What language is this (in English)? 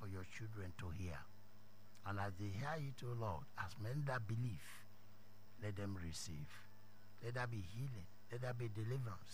English